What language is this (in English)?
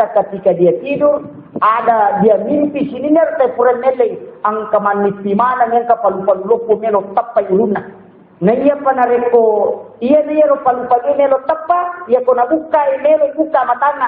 Buginese